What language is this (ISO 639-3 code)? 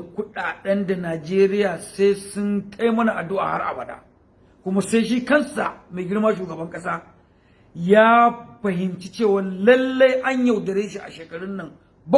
hau